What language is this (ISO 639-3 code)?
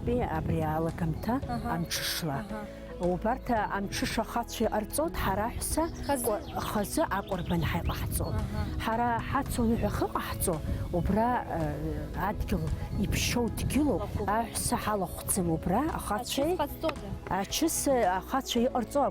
abk